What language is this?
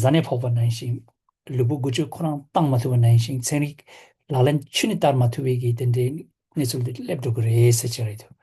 Tibetan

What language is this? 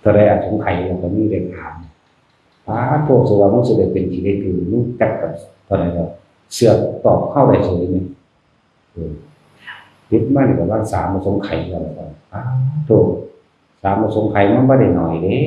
Northeastern Thai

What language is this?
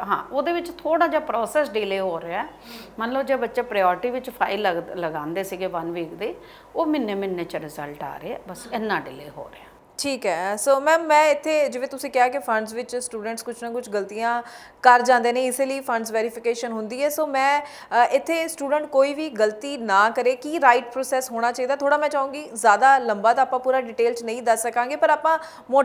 Punjabi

